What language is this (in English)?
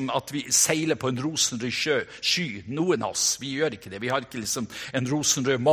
Norwegian